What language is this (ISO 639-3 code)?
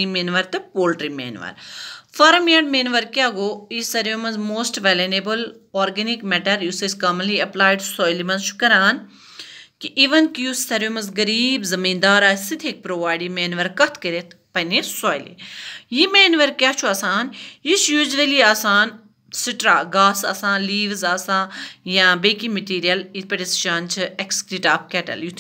kas